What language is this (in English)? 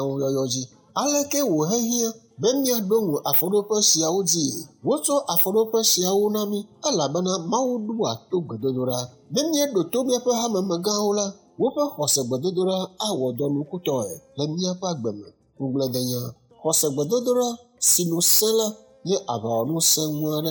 Ewe